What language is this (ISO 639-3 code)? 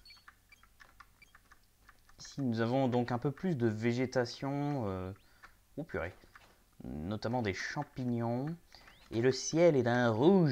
fra